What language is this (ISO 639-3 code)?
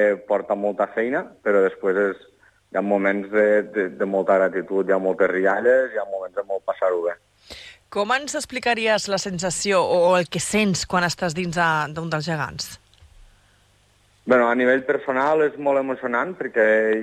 cat